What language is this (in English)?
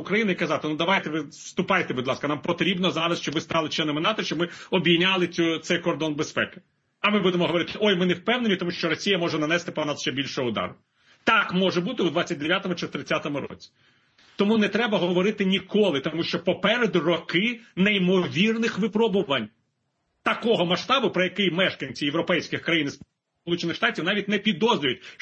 Ukrainian